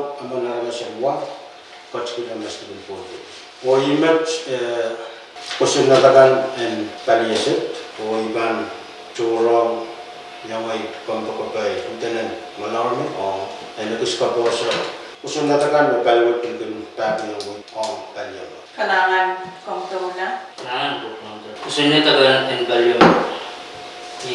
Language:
Pohnpeian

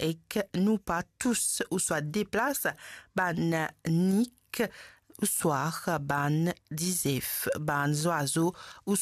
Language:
Morisyen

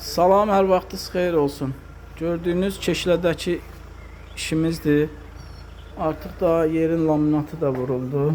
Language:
Azerbaijani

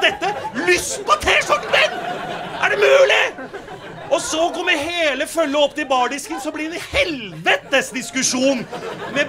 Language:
Norwegian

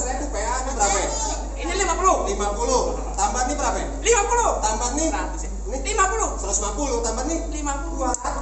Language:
Betawi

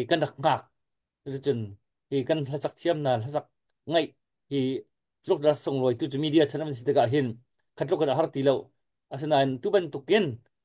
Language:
Hakha Chin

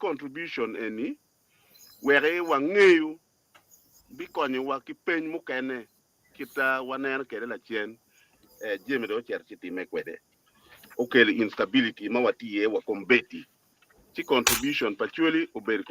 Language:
Acoli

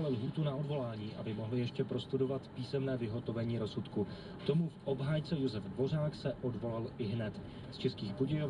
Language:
Czech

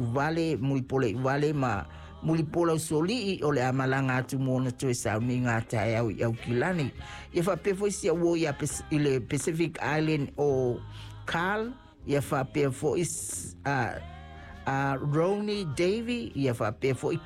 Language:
Samoan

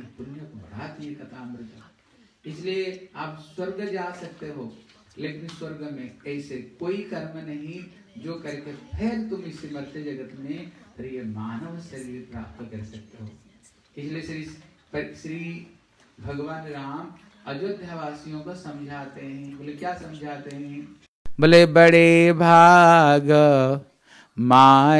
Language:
Hindi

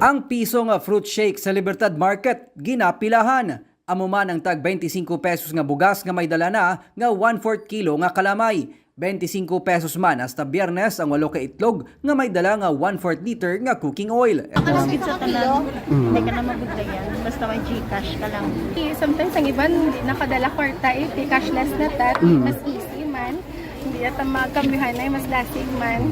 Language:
Hiligaynon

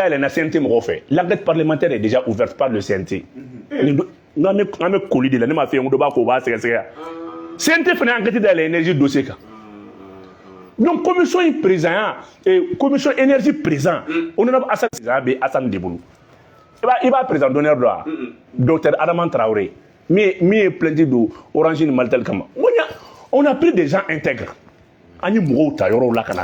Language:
Bambara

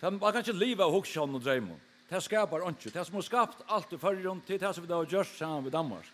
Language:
Faroese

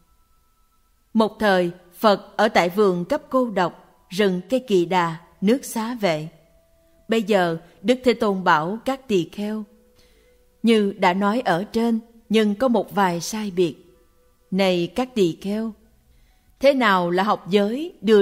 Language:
Vietnamese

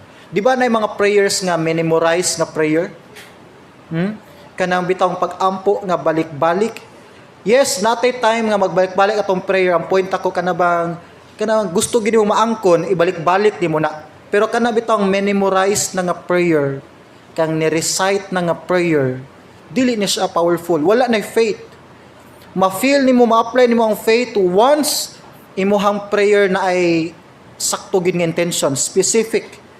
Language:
Cebuano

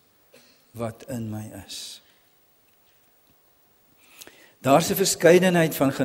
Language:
Afrikaans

